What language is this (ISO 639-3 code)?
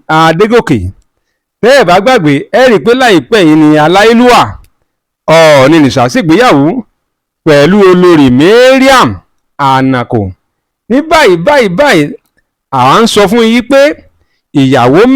yor